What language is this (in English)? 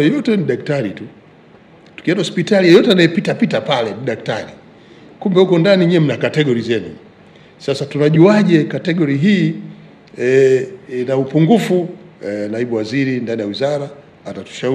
Swahili